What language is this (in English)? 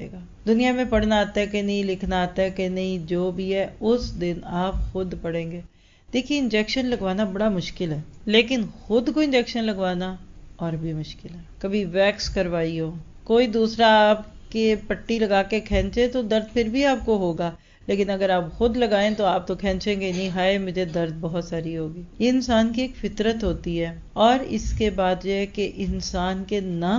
Urdu